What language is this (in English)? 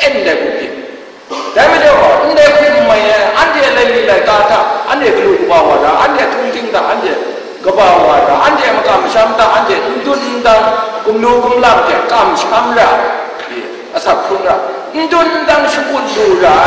Kachin